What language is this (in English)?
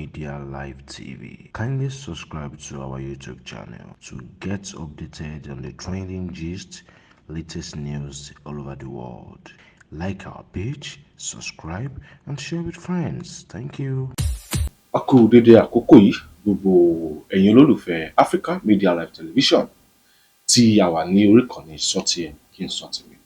Yoruba